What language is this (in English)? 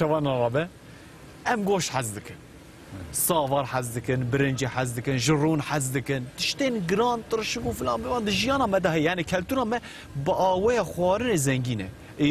Kurdish